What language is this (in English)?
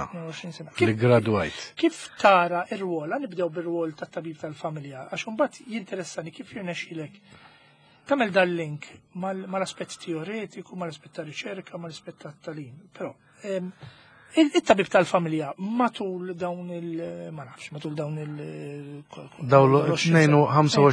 Maltese